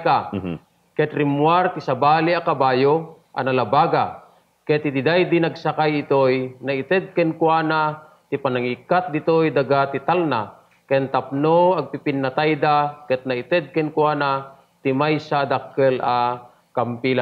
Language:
Iloko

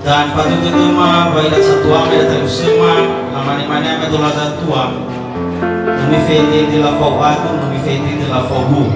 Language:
Nias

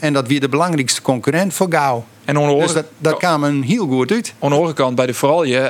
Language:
Western Frisian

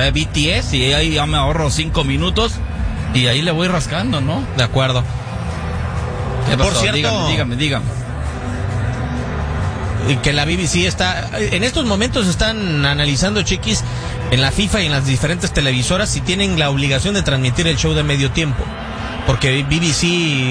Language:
Spanish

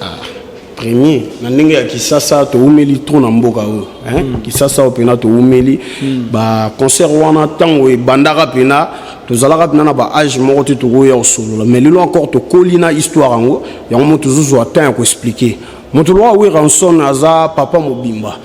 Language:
Lingala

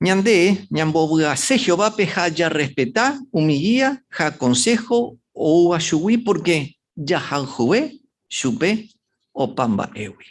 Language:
Guarani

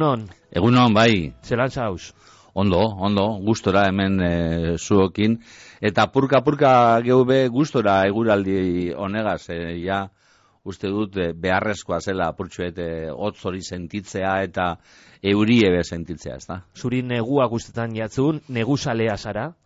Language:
Basque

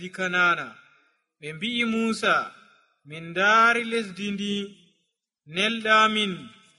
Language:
Nigerian Fulfulde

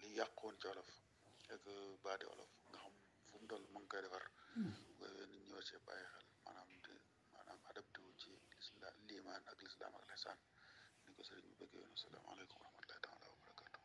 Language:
Wolof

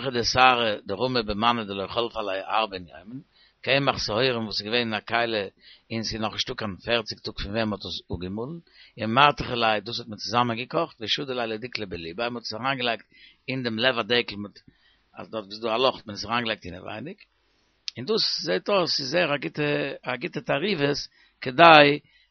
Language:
Yiddish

